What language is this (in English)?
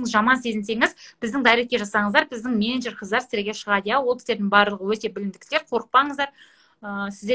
Kazakh